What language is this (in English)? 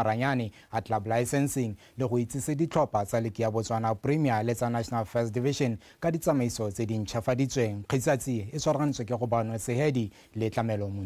Tswana